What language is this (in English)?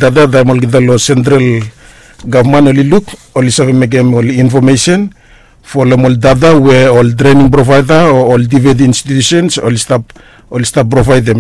Bislama